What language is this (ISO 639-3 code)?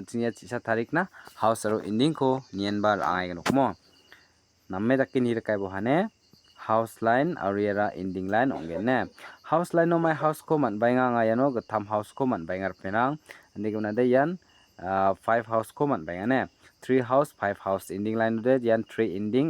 grt